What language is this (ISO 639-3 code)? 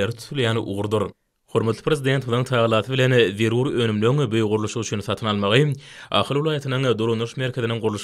tuk